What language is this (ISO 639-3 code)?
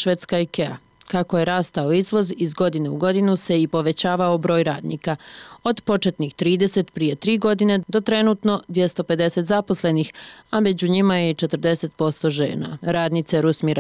bos